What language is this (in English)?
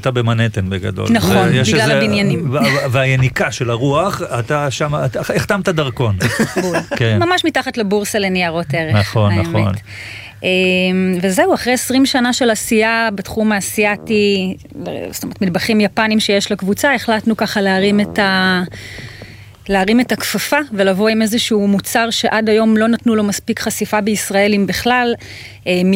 Hebrew